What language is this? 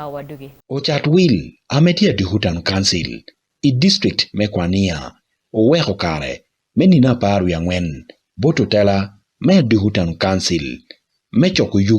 Acoli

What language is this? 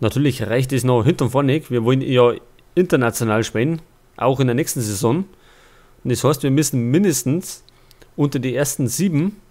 Bavarian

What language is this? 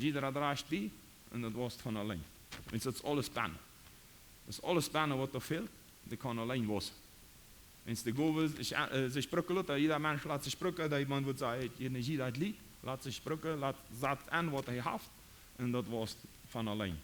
Plautdietsch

